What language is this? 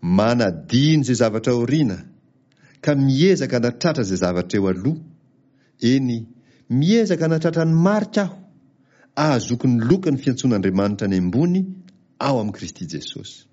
Malagasy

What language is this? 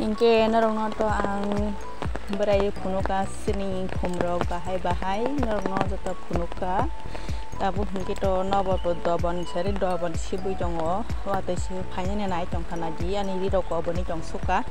Kok Borok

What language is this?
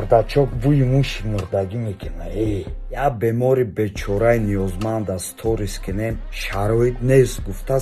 Tajik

